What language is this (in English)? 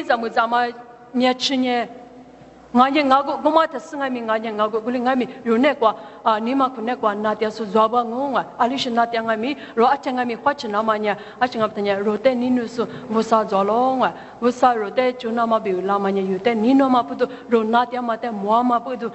Lisu